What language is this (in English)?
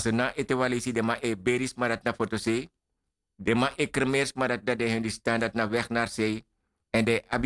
Sranan Tongo